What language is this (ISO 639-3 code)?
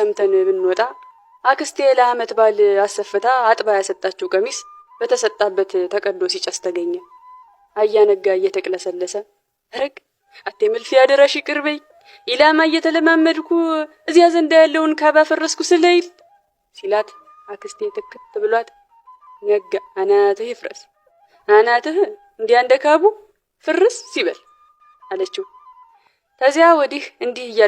amh